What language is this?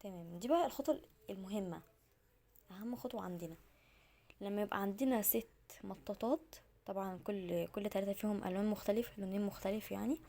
Egyptian Arabic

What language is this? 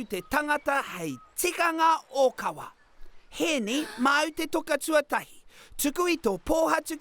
Māori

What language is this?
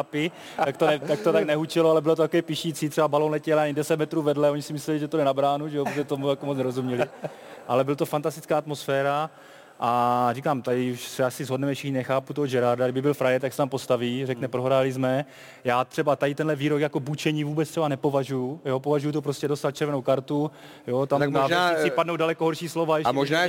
Czech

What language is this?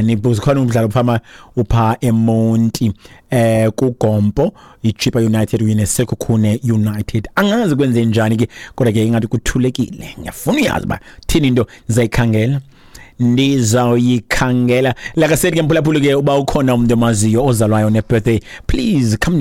Xhosa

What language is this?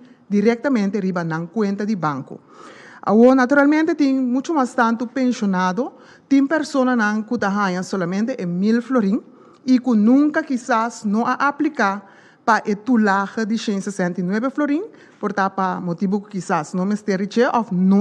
Papiamento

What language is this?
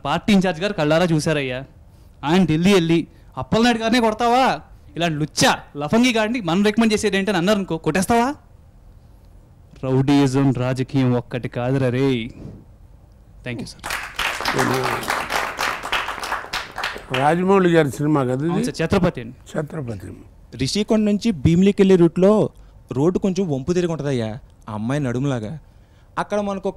Telugu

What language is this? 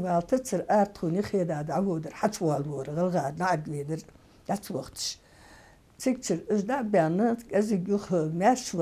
Ingush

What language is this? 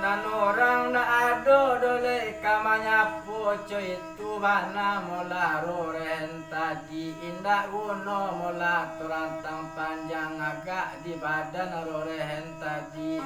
Minangkabau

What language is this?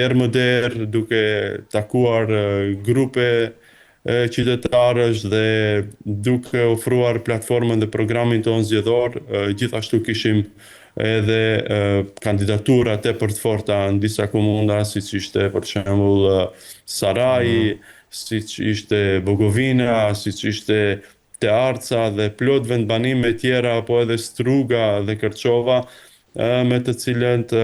Albanian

